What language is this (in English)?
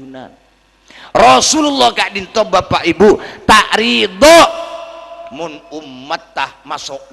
Madurese